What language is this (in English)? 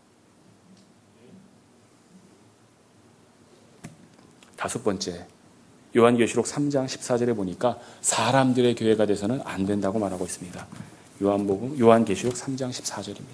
Korean